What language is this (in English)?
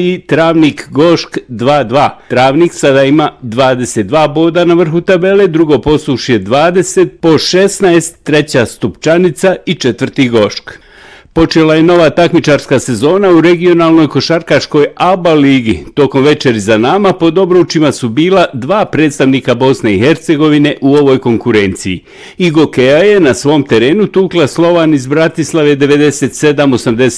Bosnian